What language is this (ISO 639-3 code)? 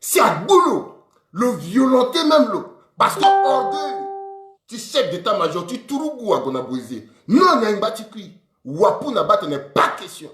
sag